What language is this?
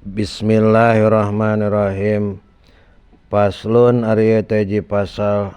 Sundanese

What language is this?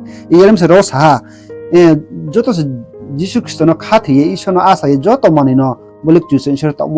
Riang (India)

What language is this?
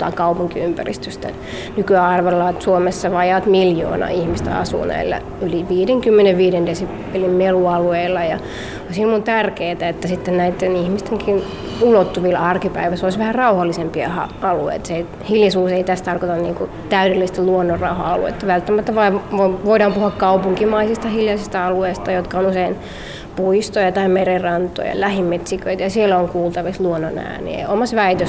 Finnish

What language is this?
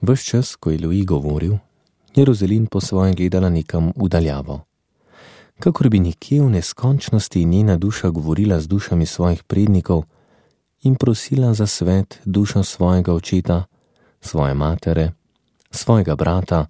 Slovenian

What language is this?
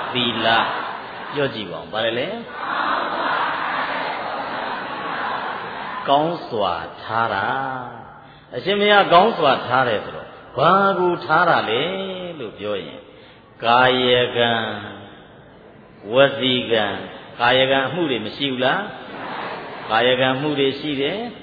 Burmese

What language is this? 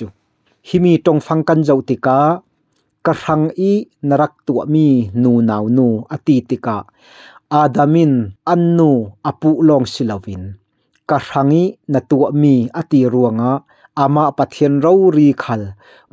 Falam Chin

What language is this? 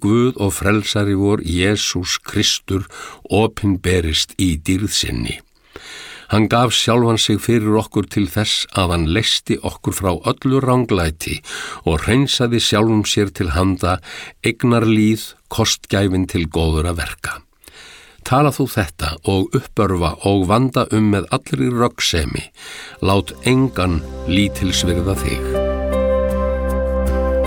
Icelandic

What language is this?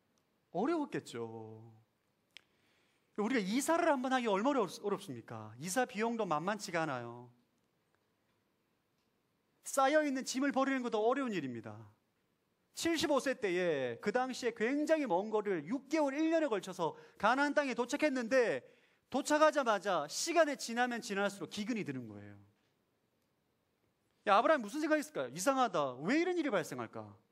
Korean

